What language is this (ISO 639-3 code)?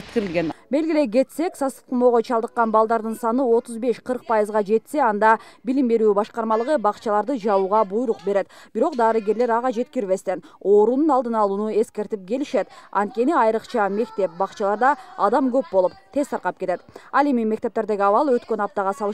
kir